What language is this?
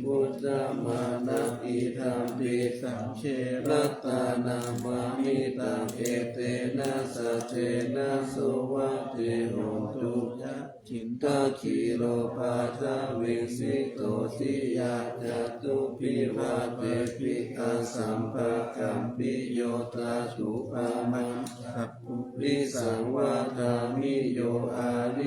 Pali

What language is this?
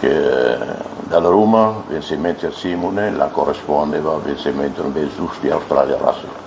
Tetum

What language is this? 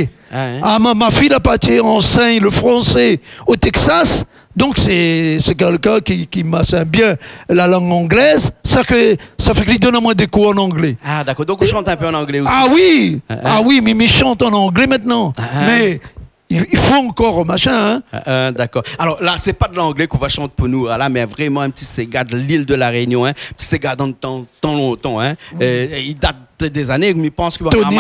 Réunion Creole French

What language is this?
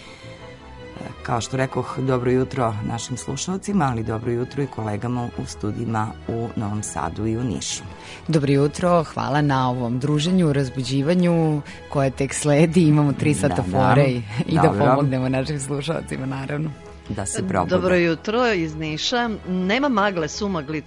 Serbian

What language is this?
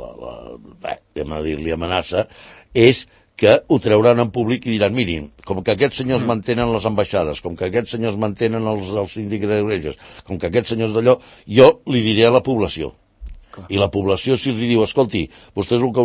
Catalan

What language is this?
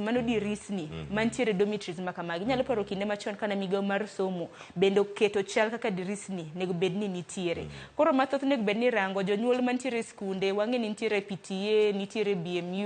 Luo (Kenya and Tanzania)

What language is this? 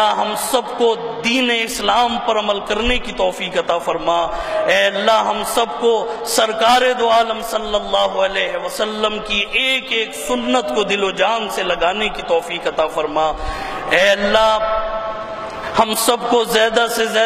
Urdu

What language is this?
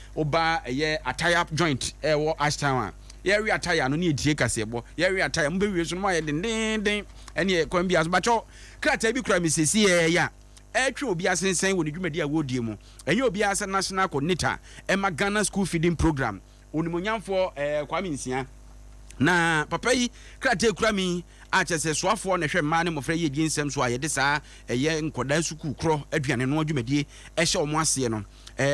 Akan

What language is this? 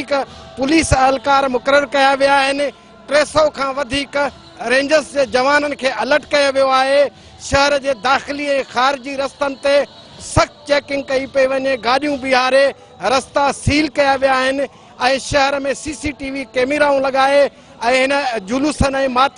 Sindhi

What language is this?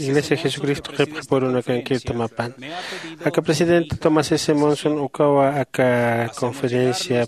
Aymara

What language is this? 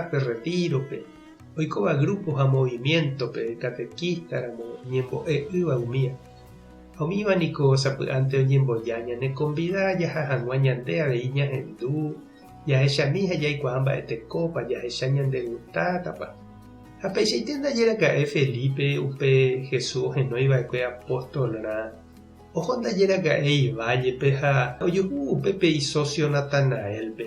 Guarani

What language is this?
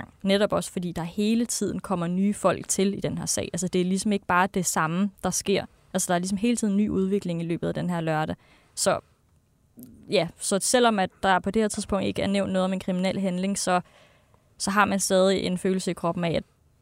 Danish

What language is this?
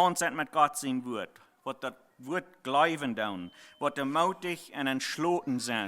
Plautdietsch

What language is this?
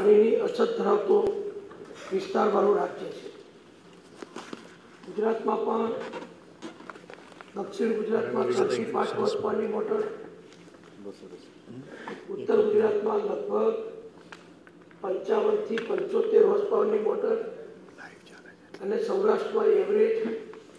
Gujarati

